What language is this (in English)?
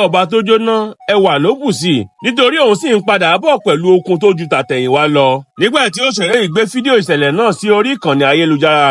Yoruba